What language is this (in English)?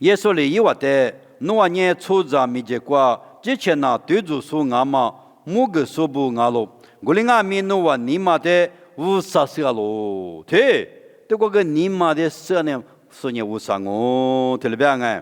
Lisu